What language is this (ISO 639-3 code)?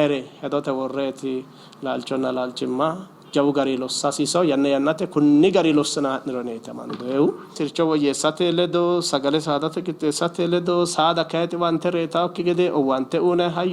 sid